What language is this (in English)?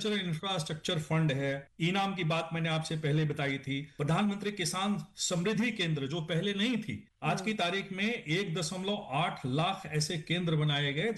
Hindi